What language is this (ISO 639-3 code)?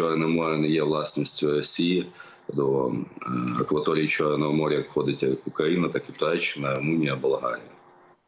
ukr